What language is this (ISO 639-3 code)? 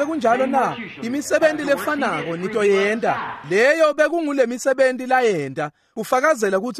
ssw